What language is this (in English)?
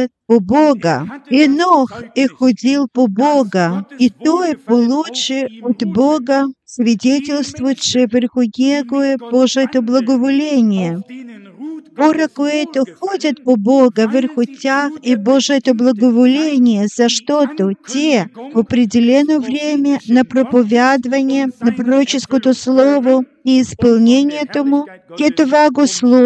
Bulgarian